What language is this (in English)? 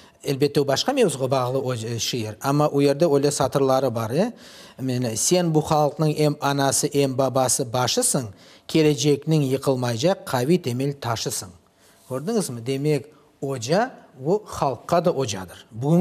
Crimean Tatar